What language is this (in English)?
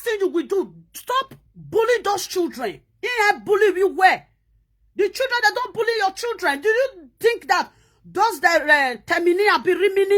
Nigerian Pidgin